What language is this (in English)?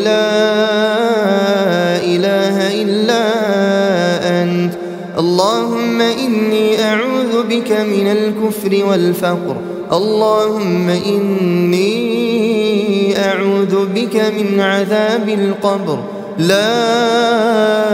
Arabic